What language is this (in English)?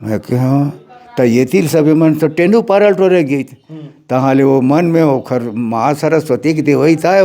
Chhattisgarhi